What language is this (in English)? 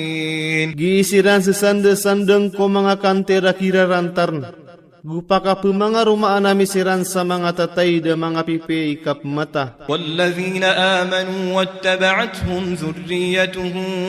Maranao